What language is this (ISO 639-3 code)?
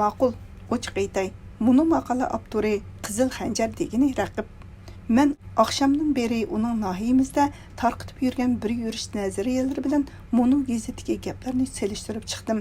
uig